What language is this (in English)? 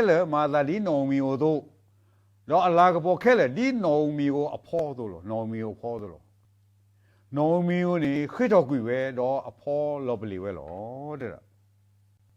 S'gaw Karen